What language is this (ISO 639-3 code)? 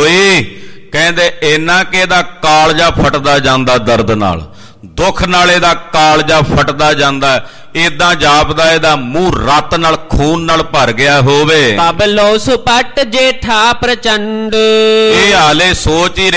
pan